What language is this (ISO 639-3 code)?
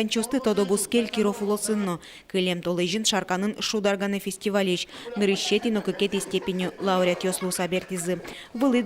udm